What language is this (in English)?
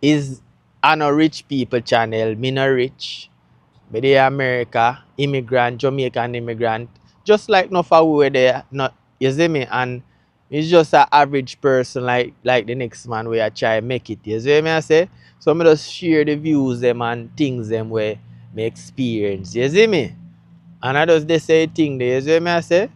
Jamaican Creole English